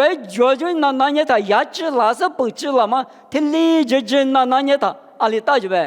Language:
Lisu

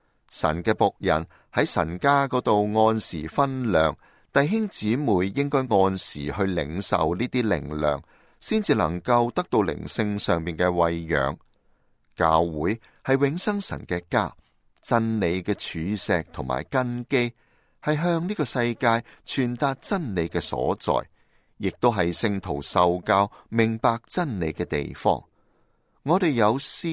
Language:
Cantonese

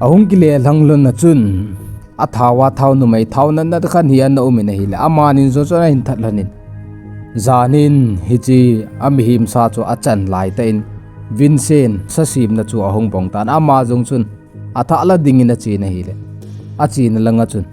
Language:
Thado Chin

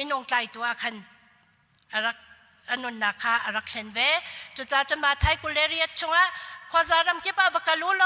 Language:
Hakha Chin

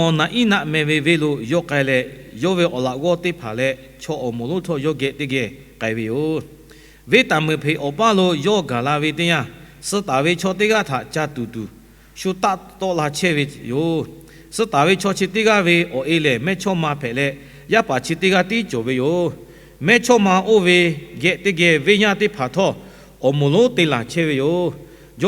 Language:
Lahu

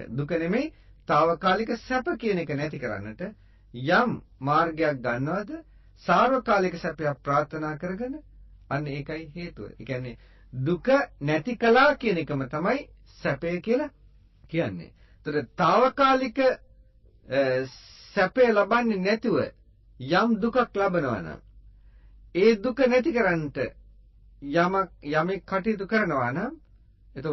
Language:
Sinhala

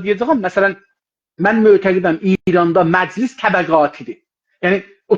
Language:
South Azerbaijani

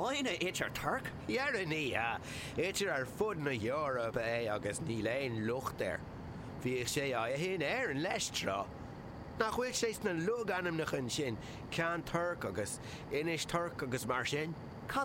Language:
Irish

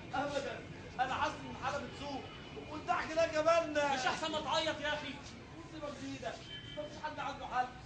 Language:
Egyptian Arabic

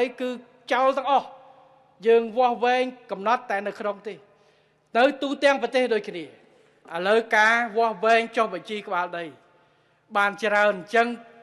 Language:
Khmer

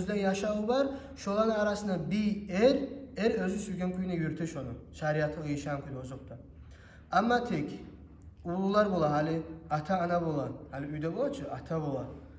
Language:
Kumyk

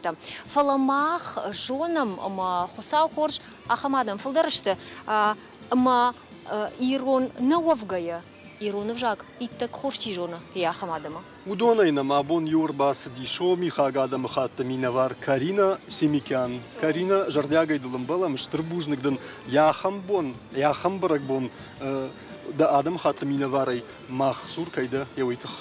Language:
Ossetic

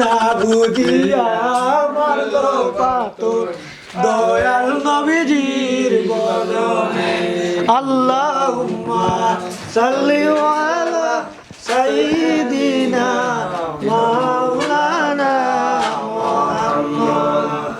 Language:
Sylheti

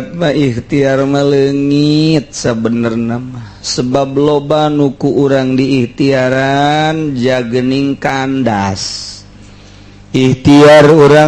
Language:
Sundanese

